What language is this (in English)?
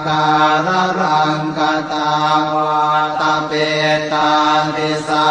Pali